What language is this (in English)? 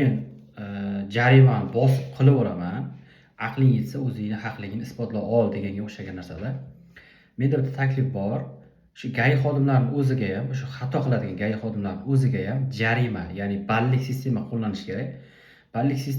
Uzbek